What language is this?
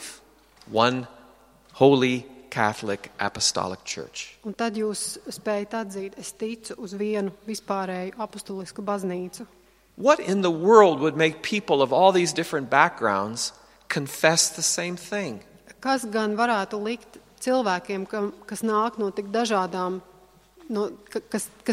Latvian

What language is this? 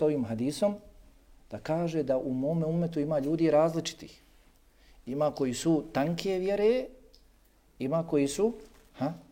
Bosnian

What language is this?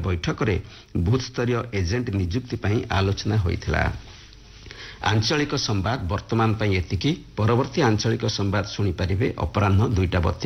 Odia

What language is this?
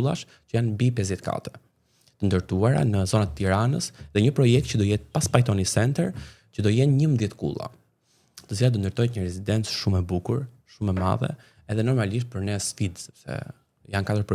Albanian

